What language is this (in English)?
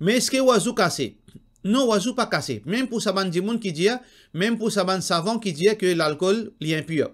Morisyen